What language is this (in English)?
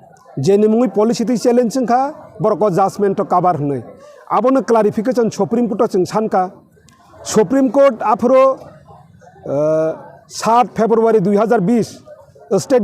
Kok Borok